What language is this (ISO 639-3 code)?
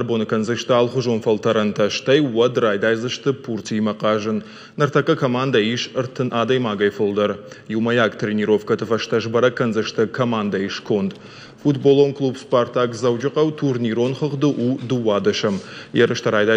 oss